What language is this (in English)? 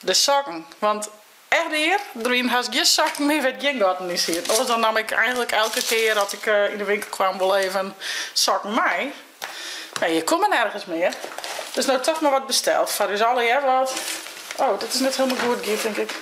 Western Frisian